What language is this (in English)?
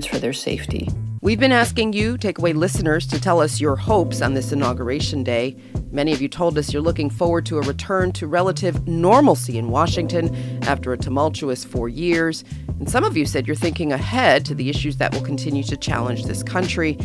English